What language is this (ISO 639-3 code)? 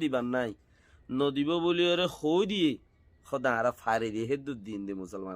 rhg